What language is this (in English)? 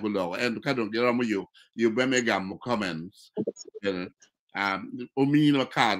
Acoli